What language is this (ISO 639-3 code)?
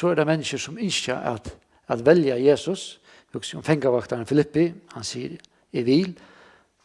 fao